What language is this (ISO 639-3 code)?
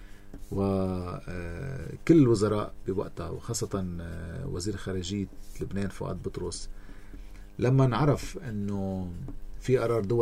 apc